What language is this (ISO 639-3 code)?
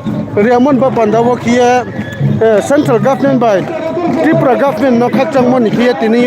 ria